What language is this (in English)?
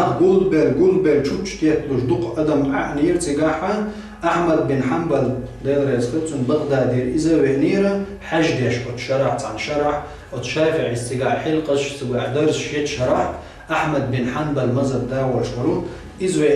Chechen